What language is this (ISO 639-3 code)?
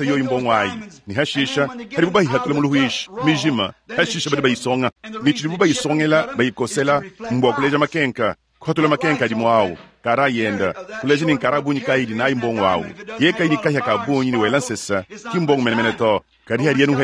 lua